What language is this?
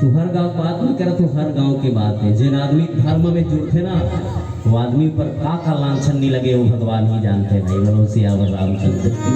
Chhattisgarhi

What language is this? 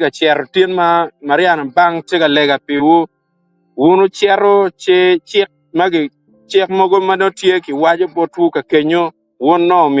Acoli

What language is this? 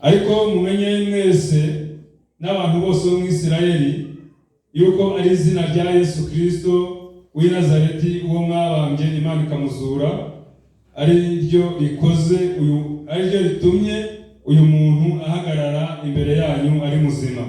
Kinyarwanda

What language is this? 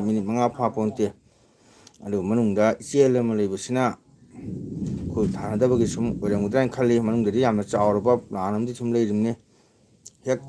Manipuri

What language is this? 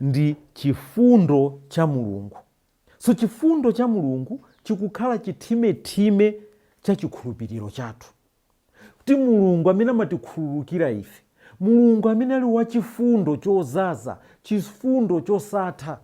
Nyanja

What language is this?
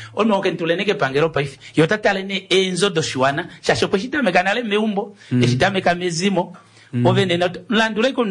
Kuanyama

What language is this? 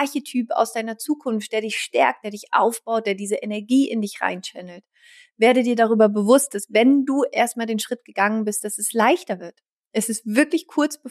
German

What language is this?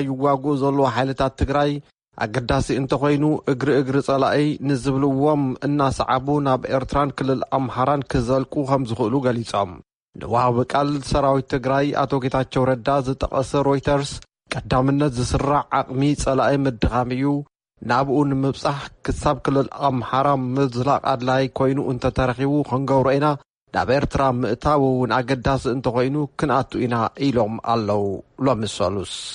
Tigrinya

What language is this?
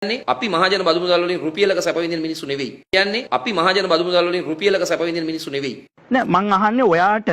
Sinhala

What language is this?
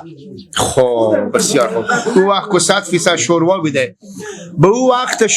Persian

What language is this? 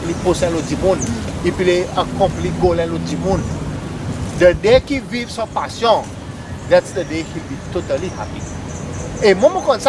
Seselwa Creole French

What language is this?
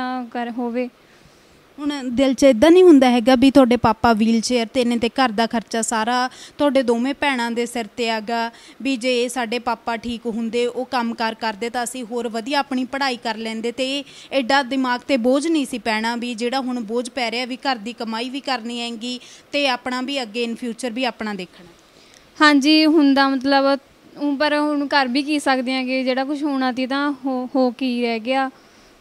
Punjabi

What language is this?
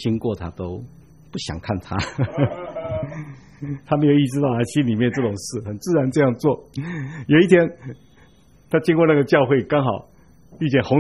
Chinese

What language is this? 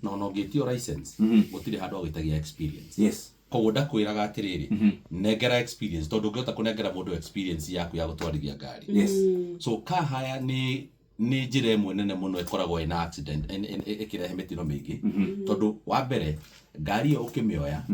Kikuyu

